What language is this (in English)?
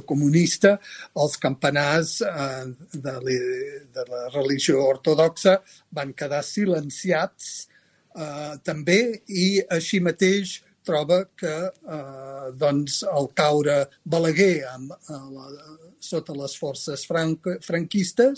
Catalan